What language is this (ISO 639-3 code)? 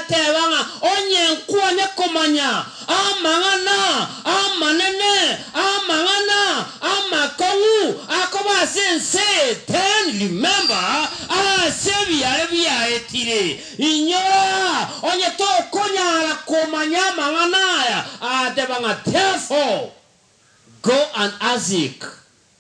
guz